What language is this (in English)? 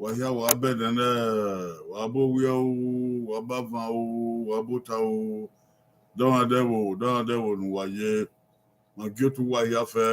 Bini